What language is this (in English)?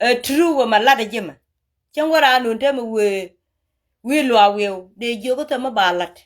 Nuer